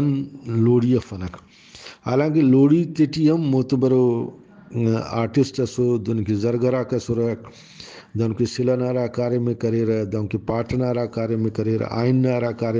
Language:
Brahui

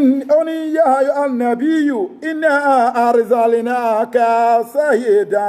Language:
Yoruba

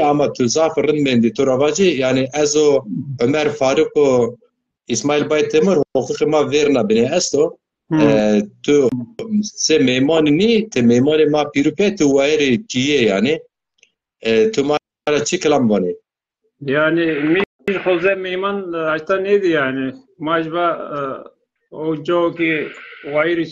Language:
Zaza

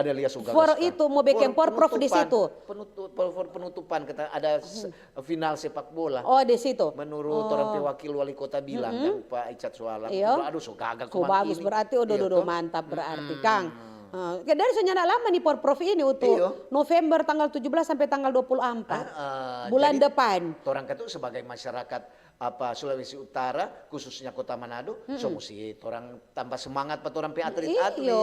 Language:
Manado Malay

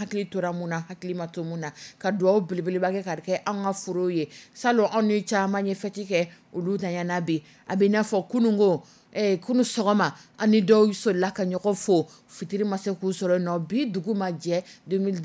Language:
Dyula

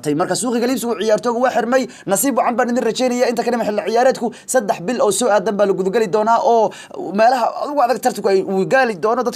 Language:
Somali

